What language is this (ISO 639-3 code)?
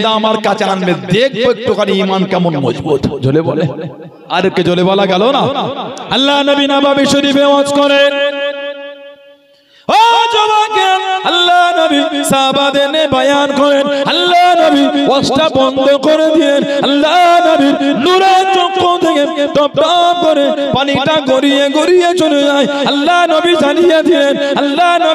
ben